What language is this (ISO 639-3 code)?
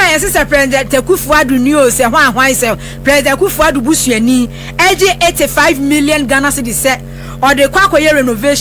aka